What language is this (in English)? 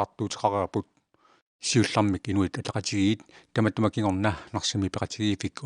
Kalaallisut